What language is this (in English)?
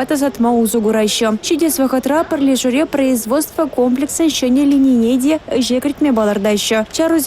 Chuvash